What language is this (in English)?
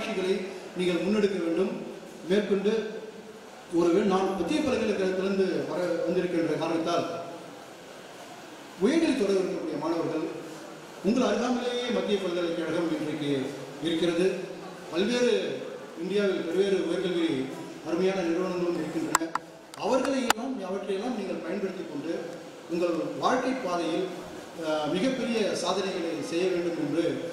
Tamil